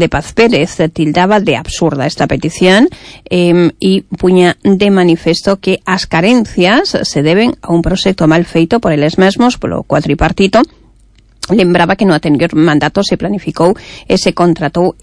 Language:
Galician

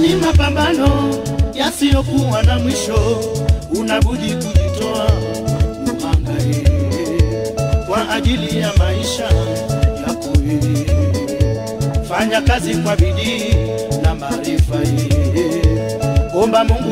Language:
Swahili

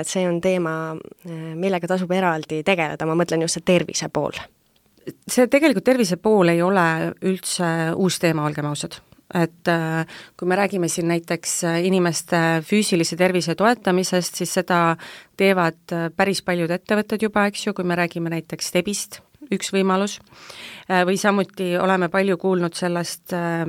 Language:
Estonian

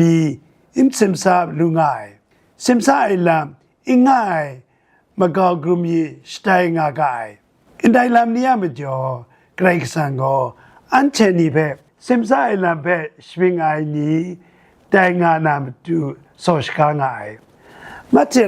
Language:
Kachin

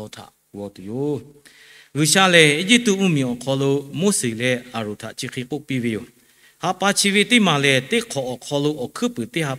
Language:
Lahu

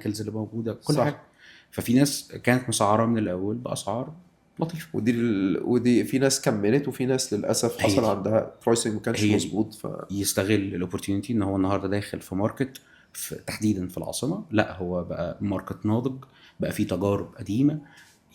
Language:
Egyptian Arabic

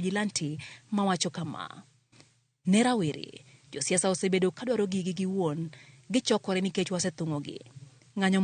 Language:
Luo (Kenya and Tanzania)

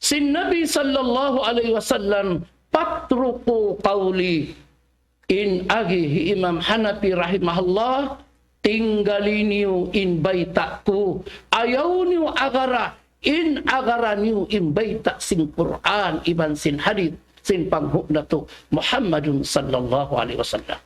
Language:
Tausug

